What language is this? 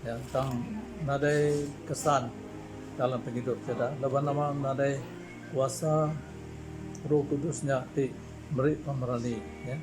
Iban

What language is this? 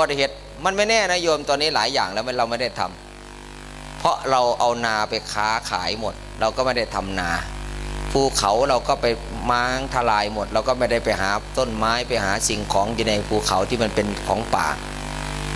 Northeastern Thai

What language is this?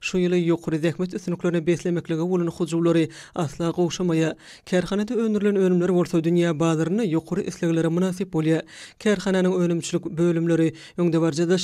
Turkmen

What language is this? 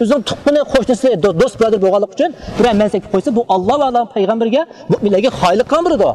Uyghur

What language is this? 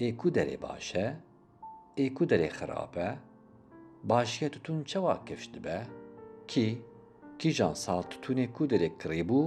Kurdish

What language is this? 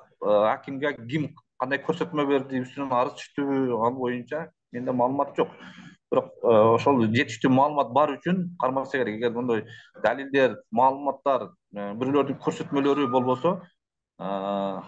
Kyrgyz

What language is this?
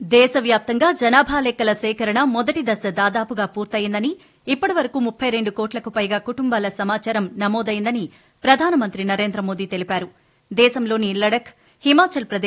Telugu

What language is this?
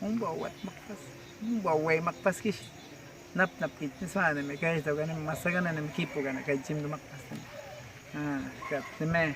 Awa-Cuaiquer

